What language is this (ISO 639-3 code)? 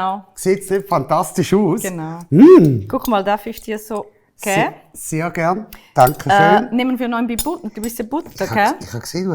gsw